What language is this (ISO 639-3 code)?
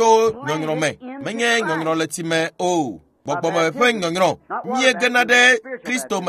ewe